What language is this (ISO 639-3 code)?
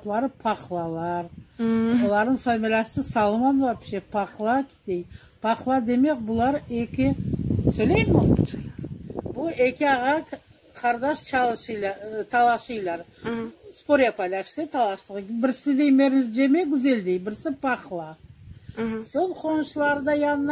crh